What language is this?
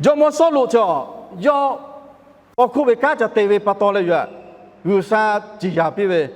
Lahu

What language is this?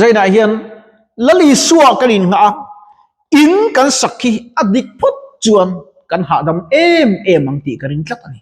Mizo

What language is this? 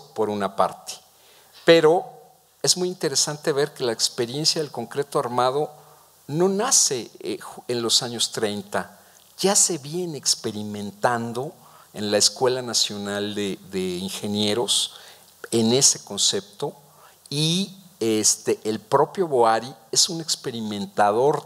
Spanish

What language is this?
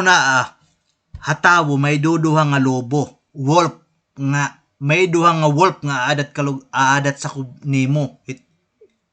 Waray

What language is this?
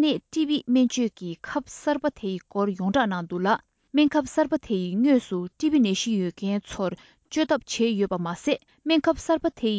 Tibetan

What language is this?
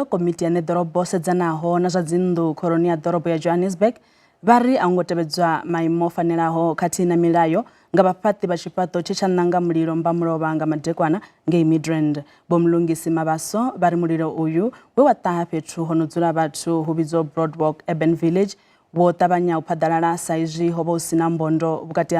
Venda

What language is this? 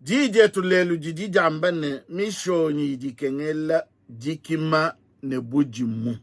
Luba-Lulua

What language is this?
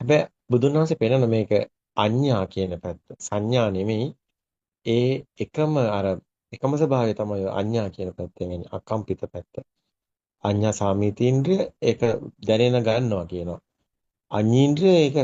Sinhala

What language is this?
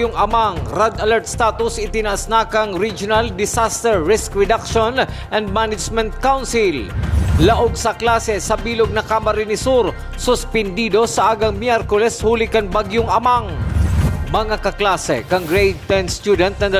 Bikol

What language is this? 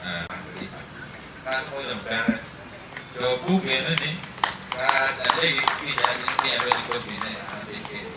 Acoli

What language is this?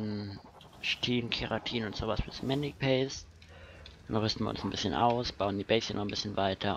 German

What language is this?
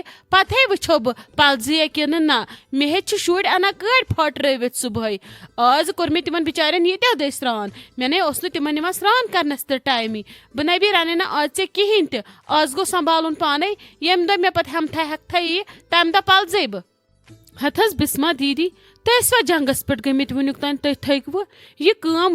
Kashmiri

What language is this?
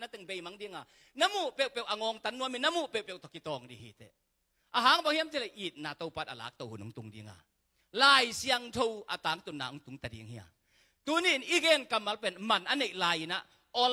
Tedim Chin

